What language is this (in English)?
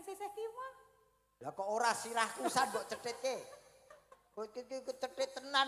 Javanese